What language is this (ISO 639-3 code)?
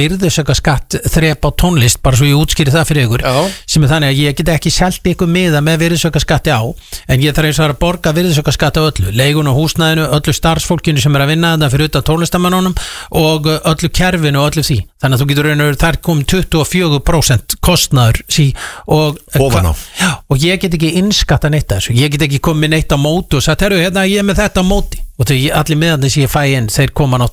isl